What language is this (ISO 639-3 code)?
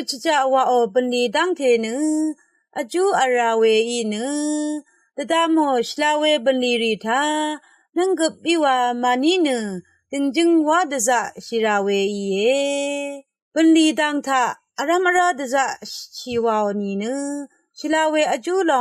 raw